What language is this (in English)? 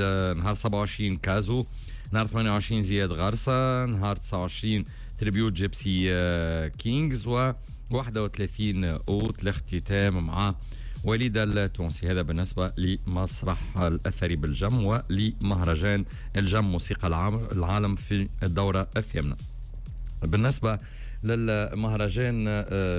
Tunisian Arabic